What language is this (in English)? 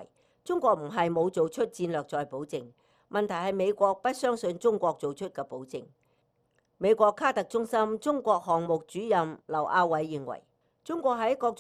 Cantonese